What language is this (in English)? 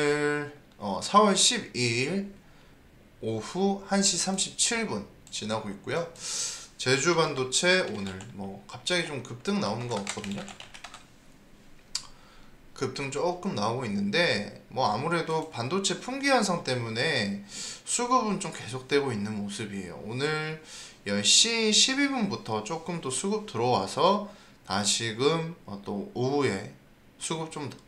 Korean